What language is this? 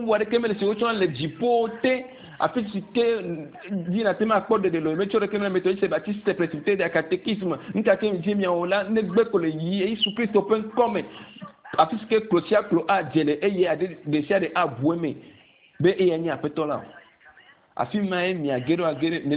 Ewe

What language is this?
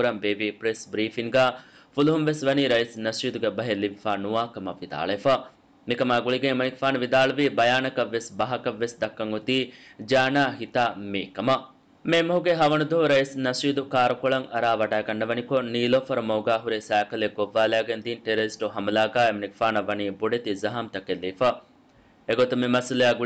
Divehi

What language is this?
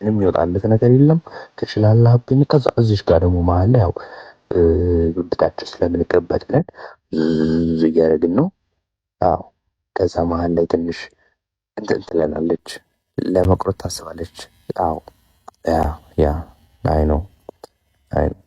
Amharic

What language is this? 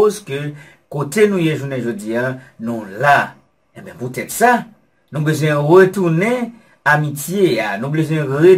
Haitian Creole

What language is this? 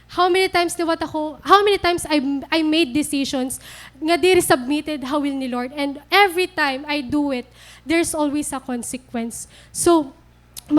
Waray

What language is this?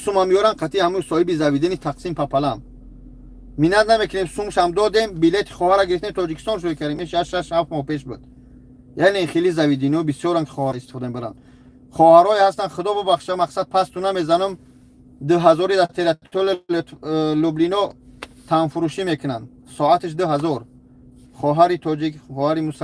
Tajik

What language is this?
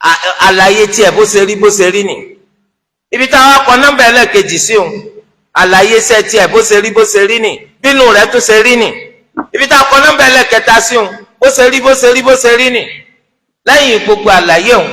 Yoruba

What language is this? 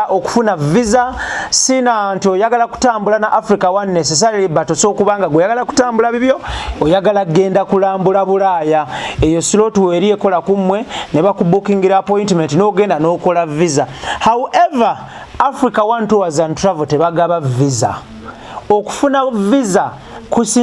Ganda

